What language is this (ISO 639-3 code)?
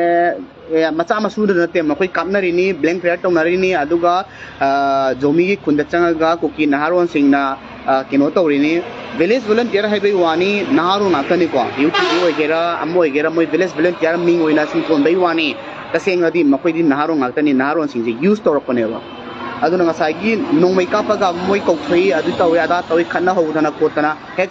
mni